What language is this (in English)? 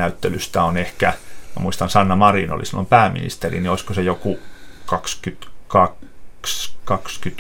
Finnish